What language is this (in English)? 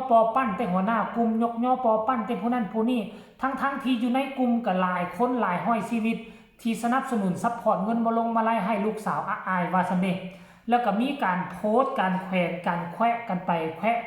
Northeastern Thai